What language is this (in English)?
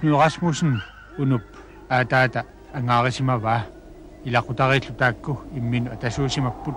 Kalaallisut